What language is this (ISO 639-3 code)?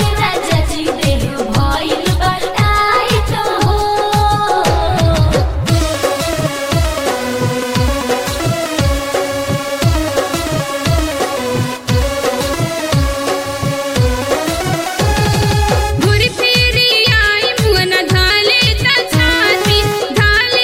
bho